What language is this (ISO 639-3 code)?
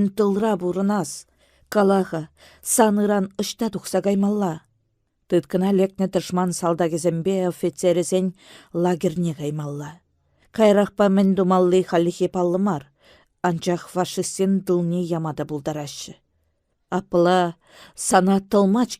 chv